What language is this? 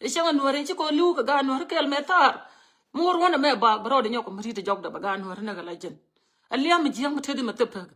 Nuer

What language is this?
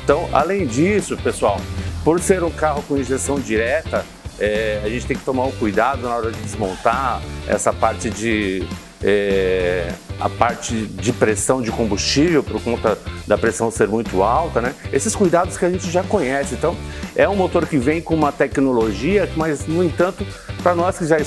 Portuguese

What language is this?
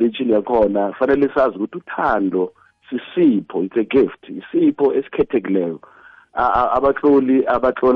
South Ndebele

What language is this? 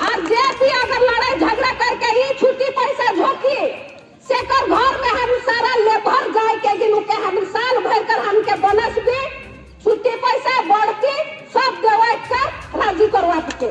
Sadri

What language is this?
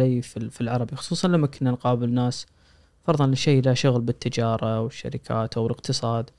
Gulf Arabic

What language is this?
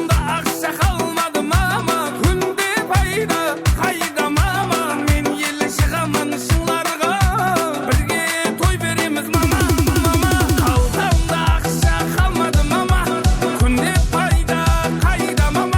Kara-Kalpak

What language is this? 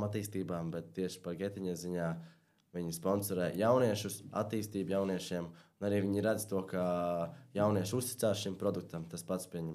Latvian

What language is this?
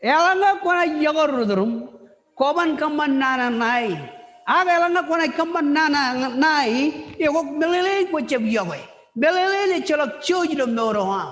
Marshallese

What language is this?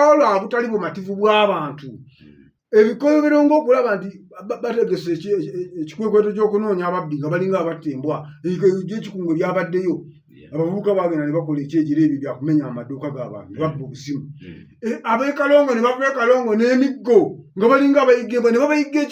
Ganda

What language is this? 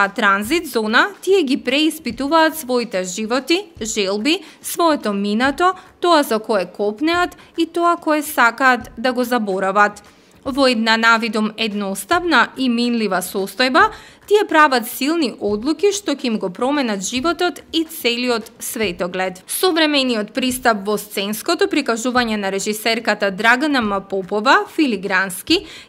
Macedonian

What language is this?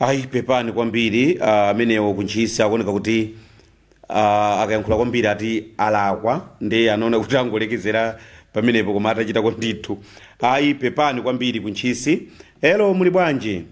Nyanja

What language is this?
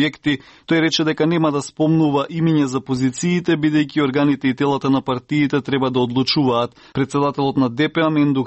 Macedonian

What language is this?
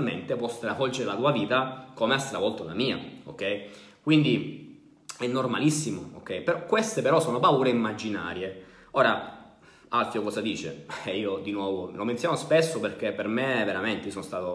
Italian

